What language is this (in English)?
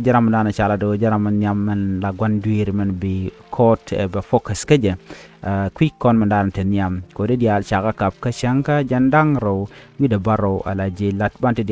Nuer